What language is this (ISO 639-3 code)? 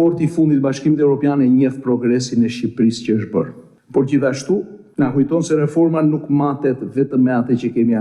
sqi